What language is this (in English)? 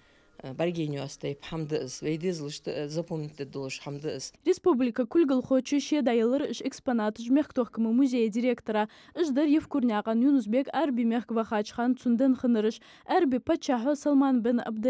Ingush